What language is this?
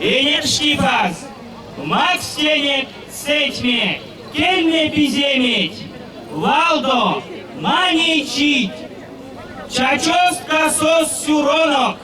Erzya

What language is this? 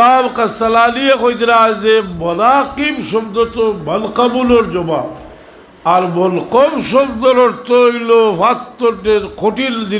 Sylheti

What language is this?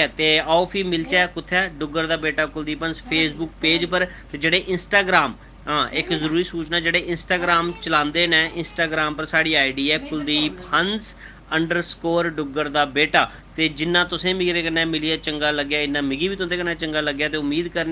Dogri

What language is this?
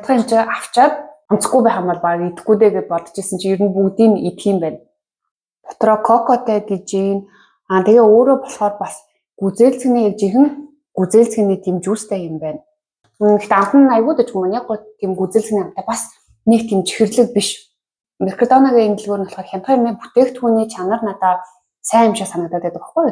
Mongolian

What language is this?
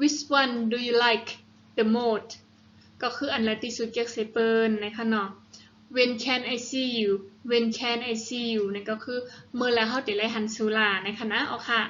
Shan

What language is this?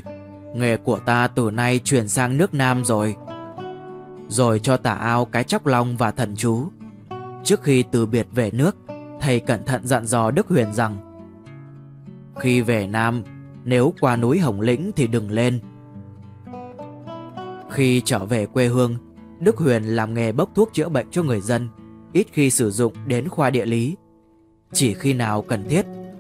Vietnamese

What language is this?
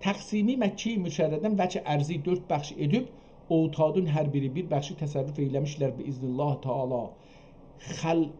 South Azerbaijani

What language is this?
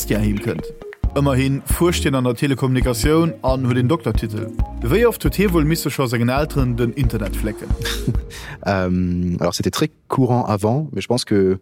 Luxembourgish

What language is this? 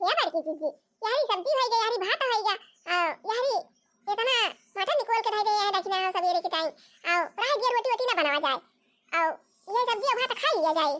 Awadhi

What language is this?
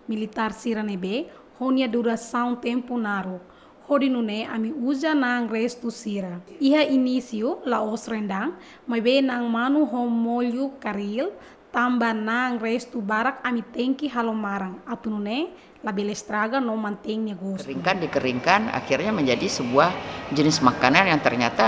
Tetum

